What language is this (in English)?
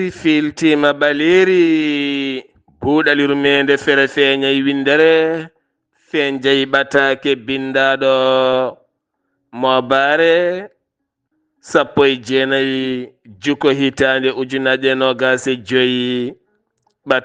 Fula